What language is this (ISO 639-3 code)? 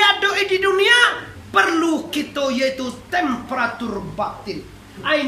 min